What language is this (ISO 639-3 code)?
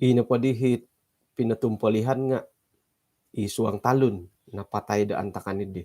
dtp